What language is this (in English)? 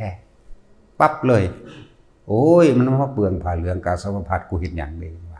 Northeastern Thai